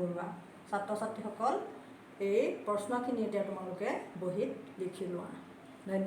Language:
Assamese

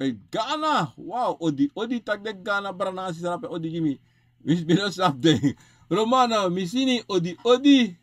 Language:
Sranan Tongo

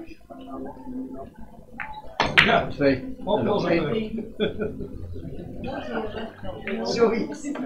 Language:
Dutch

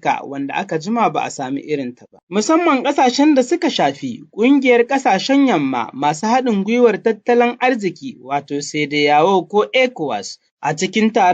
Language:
Hausa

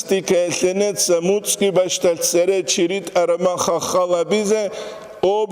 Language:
Avaric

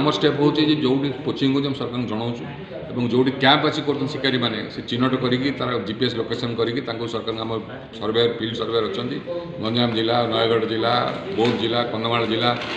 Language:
Odia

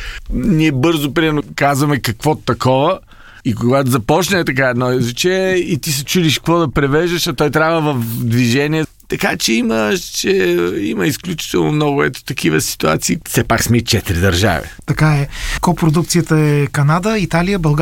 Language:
Bulgarian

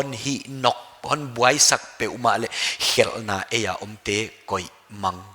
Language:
Paite Chin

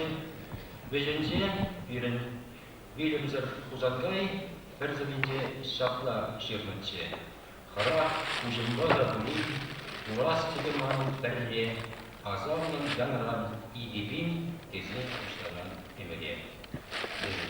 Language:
Chuvash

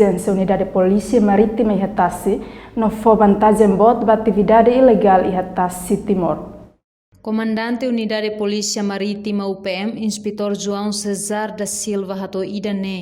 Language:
Tetum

